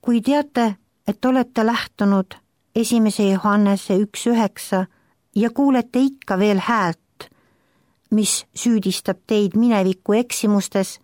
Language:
Estonian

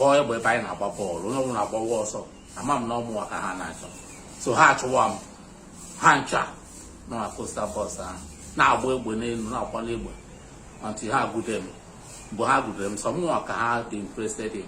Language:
Igbo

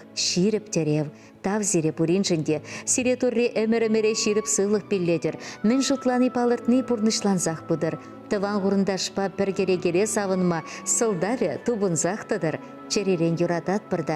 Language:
Chuvash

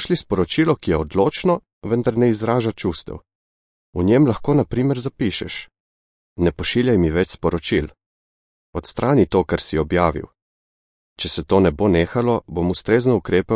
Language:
Slovenian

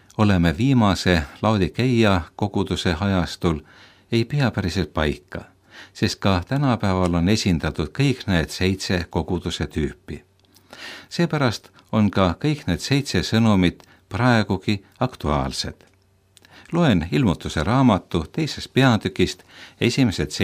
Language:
Estonian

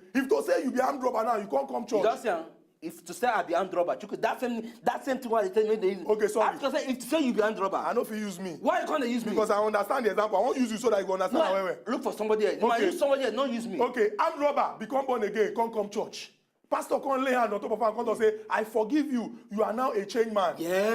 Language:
Nigerian Pidgin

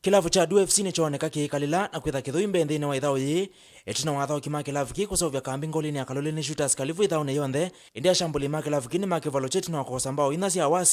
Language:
Kamba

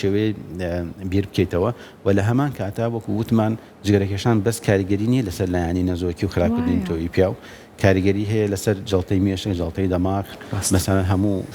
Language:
Central Kurdish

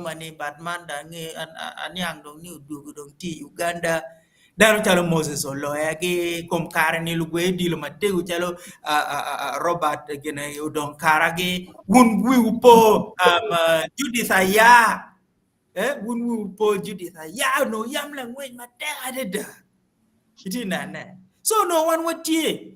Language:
Acoli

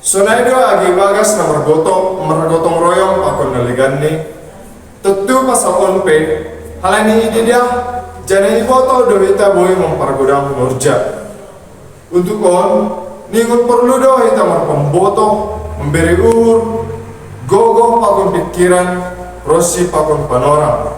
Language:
Batak Simalungun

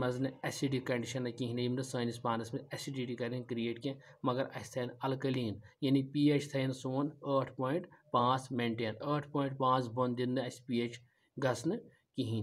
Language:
Kashmiri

